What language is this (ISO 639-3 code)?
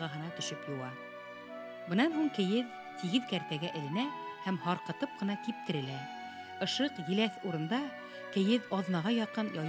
bak